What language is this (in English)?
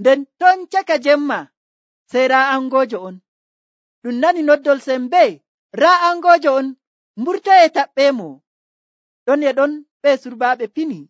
Nigerian Fulfulde